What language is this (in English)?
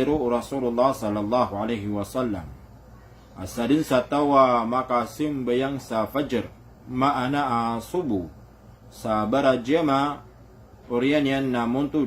Maranao